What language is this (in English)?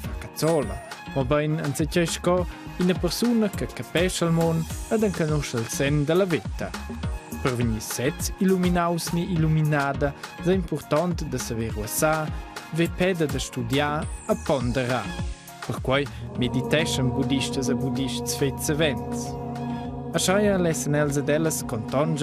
Romansh